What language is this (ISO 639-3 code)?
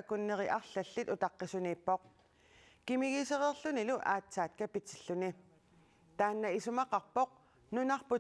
kal